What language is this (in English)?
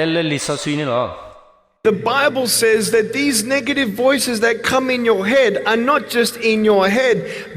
S'gaw Karen